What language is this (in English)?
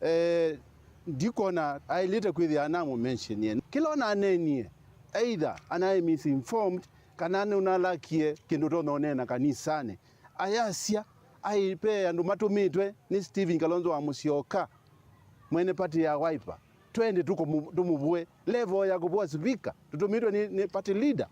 Kamba